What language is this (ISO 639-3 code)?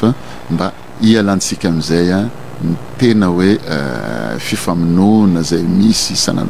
mlg